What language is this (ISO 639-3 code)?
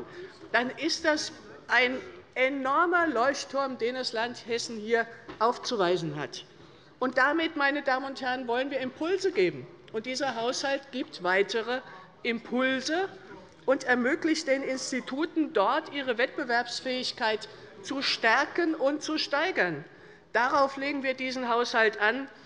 deu